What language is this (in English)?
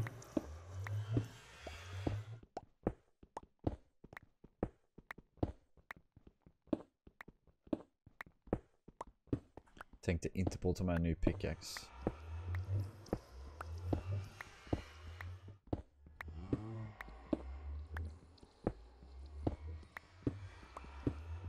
Swedish